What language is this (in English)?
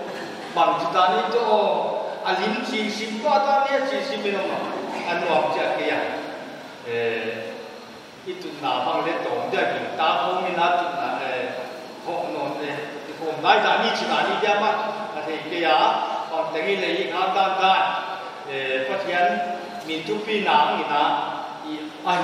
Paite Chin